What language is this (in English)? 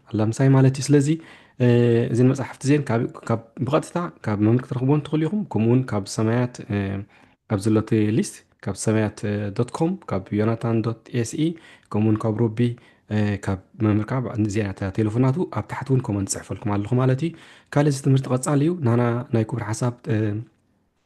Tigrinya